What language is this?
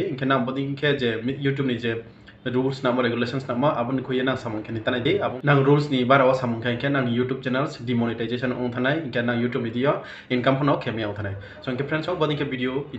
Riang (India)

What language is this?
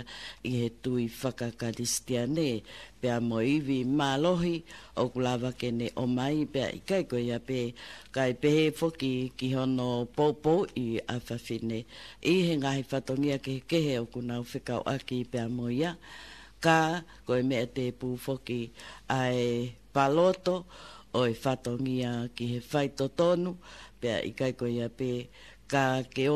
Tongan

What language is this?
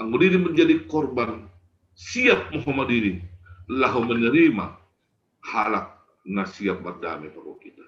Batak Simalungun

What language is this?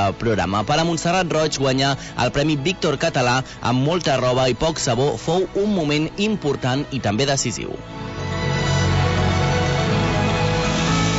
Catalan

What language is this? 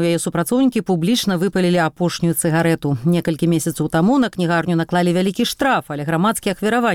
Belarusian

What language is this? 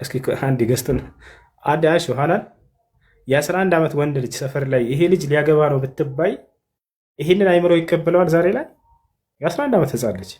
Amharic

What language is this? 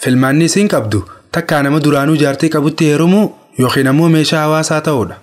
Oromo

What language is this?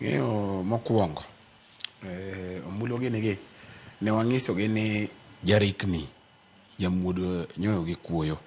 Luo (Kenya and Tanzania)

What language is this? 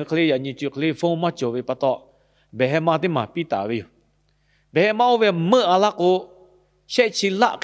Lahu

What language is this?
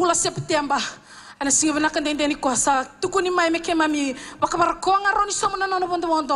Fijian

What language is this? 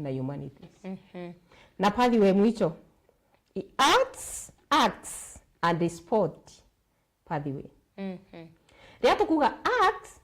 Meru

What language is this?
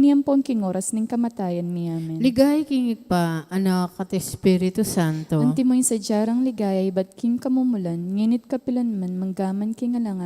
Pampanga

